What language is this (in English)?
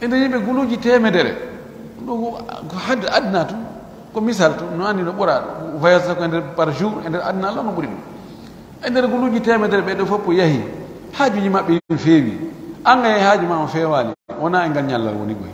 Pular